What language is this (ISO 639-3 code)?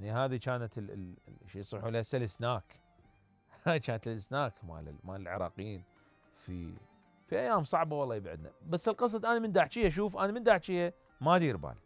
acm